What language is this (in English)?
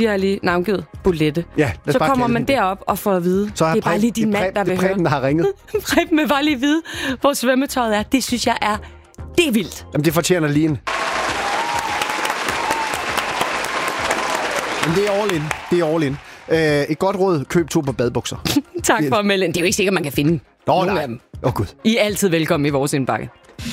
Danish